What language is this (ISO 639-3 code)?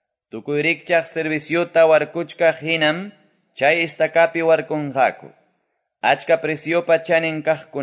que